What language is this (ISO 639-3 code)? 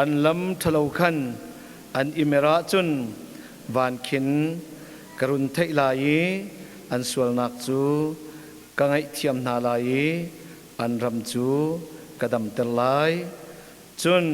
cnh